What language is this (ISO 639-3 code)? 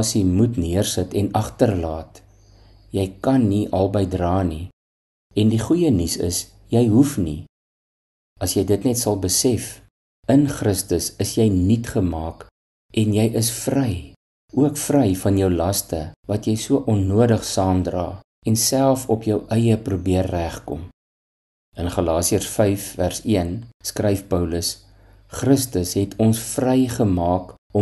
afr